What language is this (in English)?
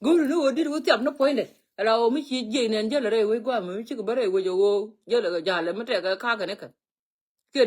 Nuer